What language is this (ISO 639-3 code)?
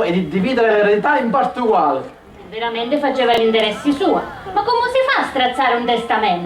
scn